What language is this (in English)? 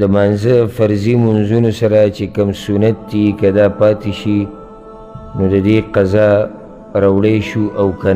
Pashto